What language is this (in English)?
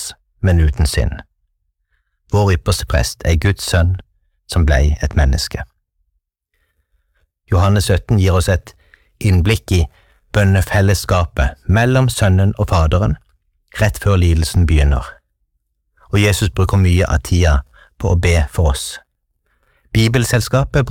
Norwegian